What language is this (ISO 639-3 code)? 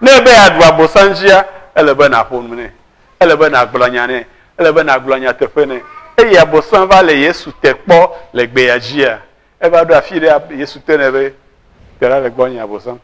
ewe